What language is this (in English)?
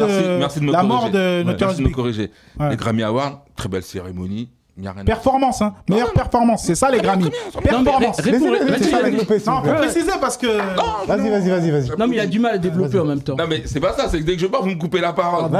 French